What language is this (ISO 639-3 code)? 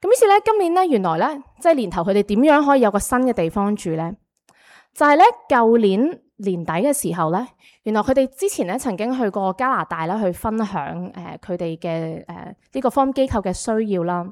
yue